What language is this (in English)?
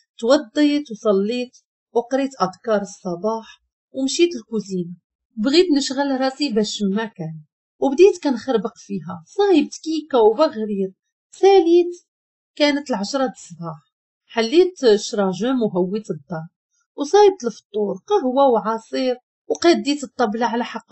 Moroccan Arabic